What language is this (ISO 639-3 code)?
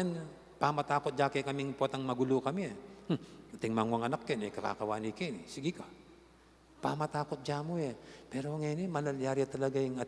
pam